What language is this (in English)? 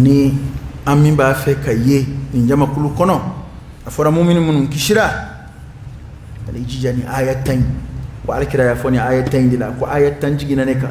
Dyula